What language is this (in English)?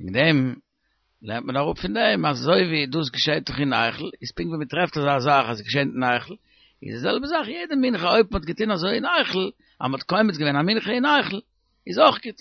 Yiddish